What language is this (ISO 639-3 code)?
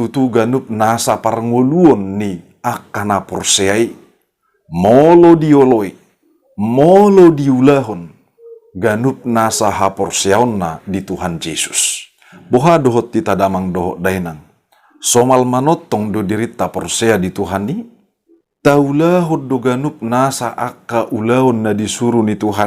bbc